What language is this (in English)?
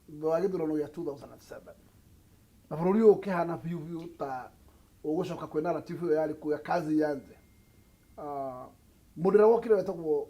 Kikuyu